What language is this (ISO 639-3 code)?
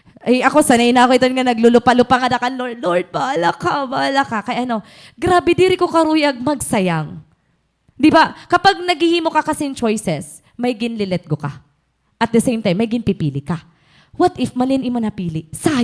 war